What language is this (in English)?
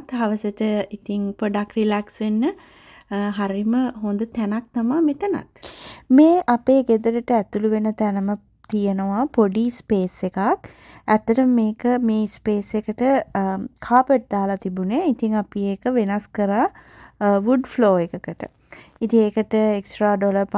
Sinhala